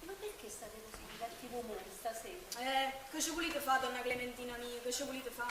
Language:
Neapolitan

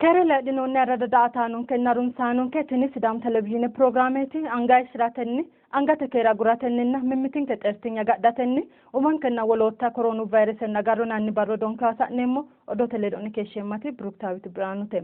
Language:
Sidamo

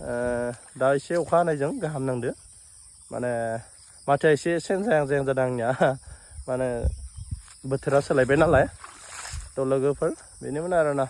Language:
Bodo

